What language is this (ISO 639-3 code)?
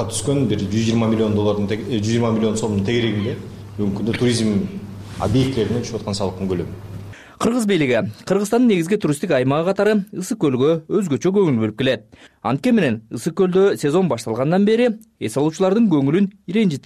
kir